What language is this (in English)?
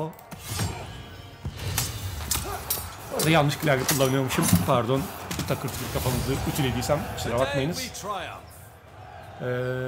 Turkish